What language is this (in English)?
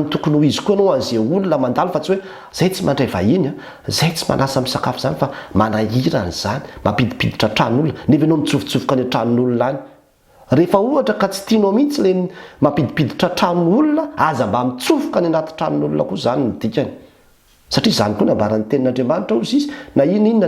Malagasy